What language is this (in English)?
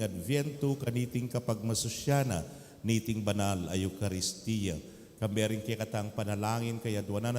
Pampanga